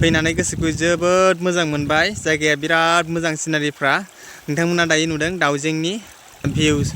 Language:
Bodo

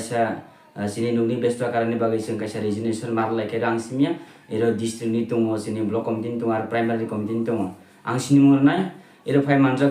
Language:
Kok Borok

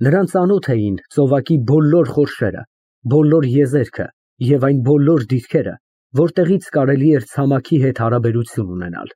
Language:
Armenian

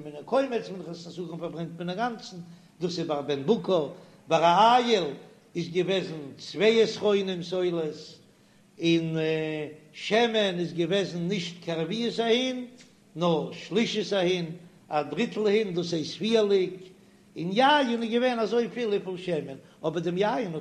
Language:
Yiddish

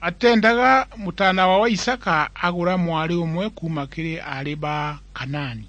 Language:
Meru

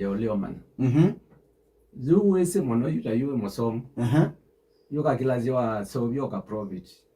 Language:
Kamba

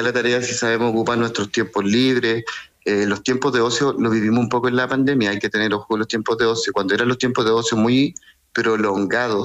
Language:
Spanish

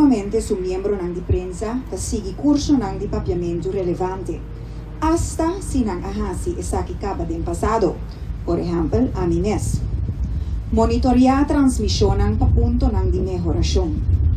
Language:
Papiamento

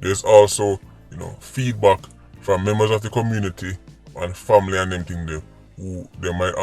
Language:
Jamaican Creole English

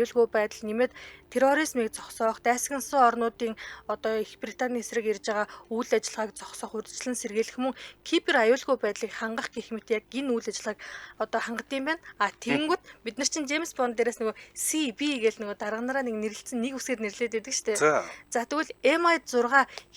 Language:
Mongolian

